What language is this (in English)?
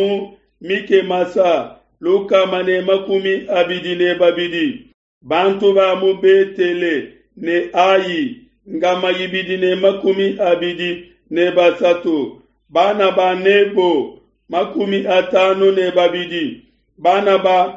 Luba-Lulua